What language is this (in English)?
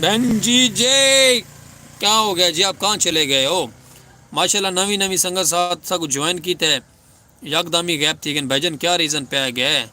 Saraiki